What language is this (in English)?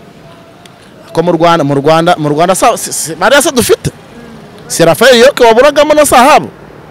Kinyarwanda